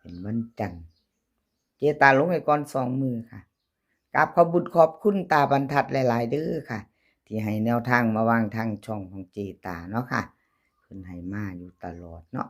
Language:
Northeastern Thai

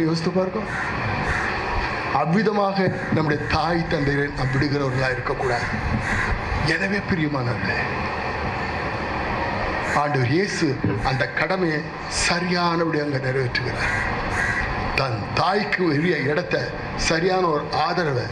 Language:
Tamil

